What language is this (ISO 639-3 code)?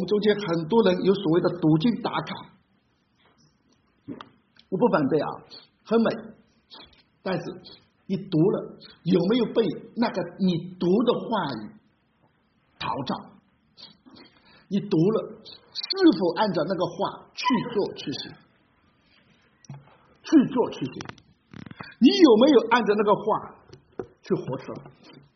zho